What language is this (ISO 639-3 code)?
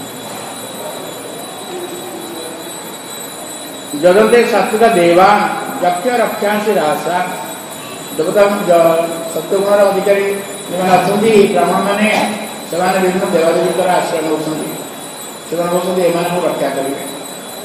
ori